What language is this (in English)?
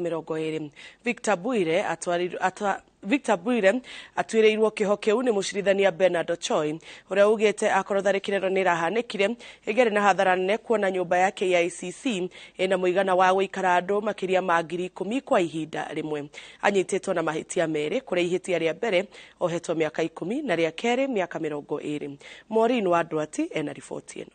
Kikuyu